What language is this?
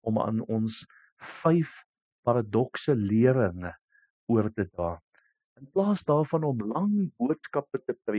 Afrikaans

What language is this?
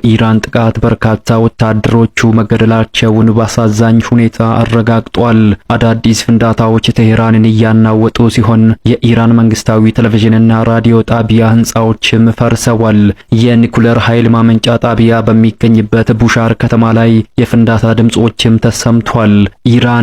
Amharic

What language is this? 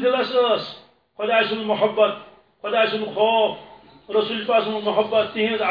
Kashmiri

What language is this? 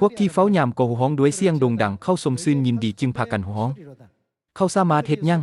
Lao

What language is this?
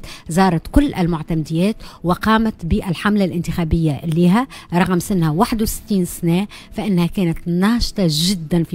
Tunisian Arabic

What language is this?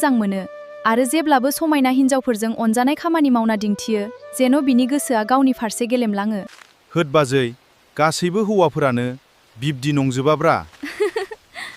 Bodo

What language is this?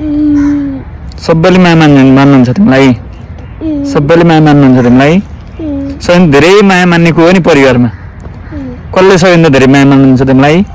Nepali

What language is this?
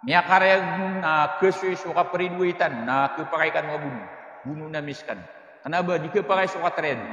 Maranao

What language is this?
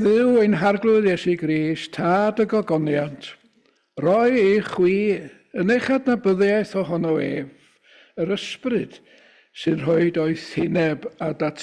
Welsh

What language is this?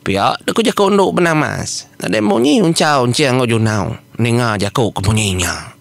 Iban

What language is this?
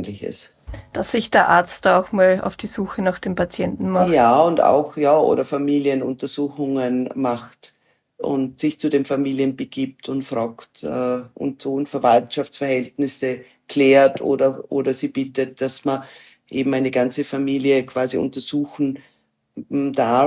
German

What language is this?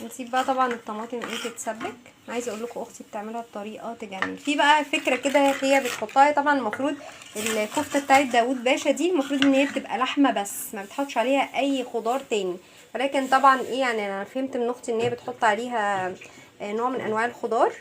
Egyptian Arabic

